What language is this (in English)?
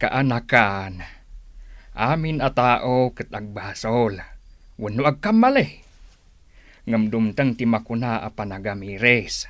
Iloko